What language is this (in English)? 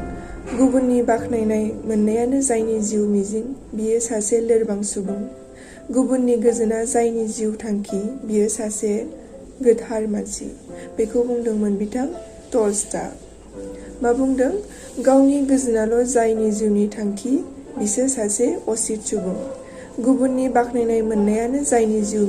Bodo